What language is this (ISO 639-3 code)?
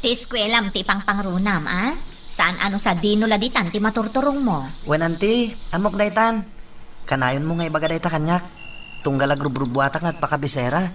ilo